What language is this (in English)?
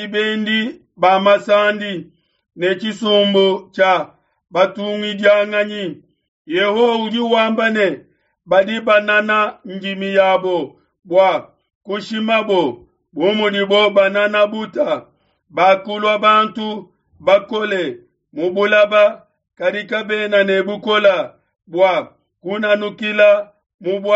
Luba-Lulua